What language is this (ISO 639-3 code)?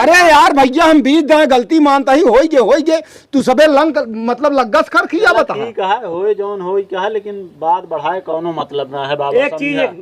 awa